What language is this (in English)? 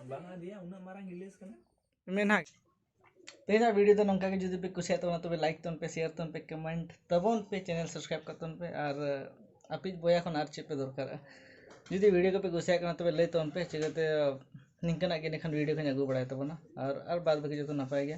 Santali